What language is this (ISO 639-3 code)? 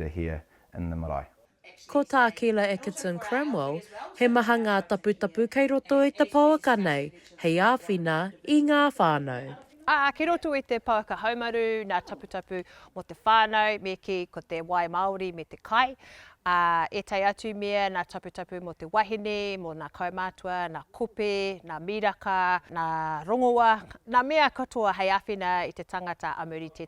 mri